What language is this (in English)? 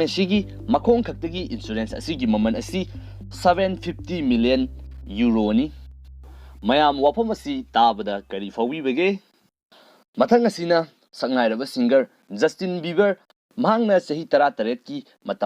Manipuri